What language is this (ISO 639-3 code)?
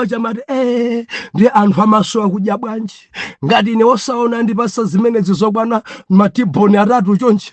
nya